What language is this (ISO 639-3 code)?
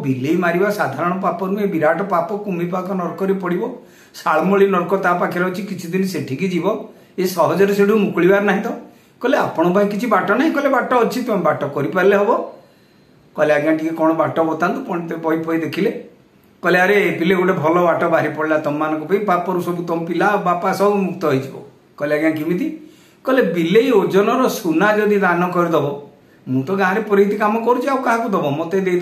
ori